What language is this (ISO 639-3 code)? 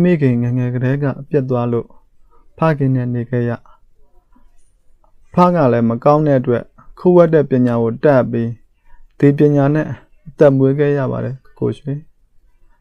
mya